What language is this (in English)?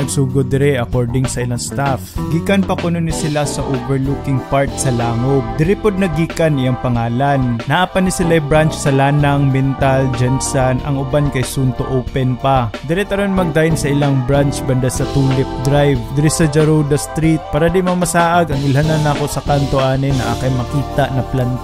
Cebuano